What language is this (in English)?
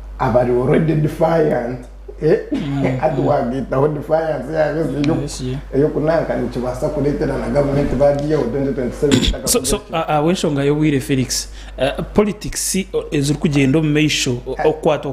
Nyankole